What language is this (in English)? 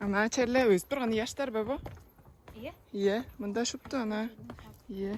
Tuvinian